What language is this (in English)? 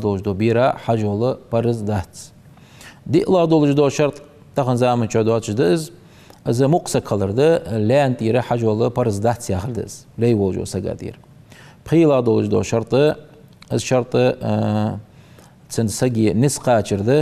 Ingush